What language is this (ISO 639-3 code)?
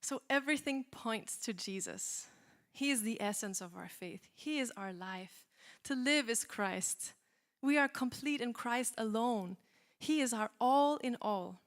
eng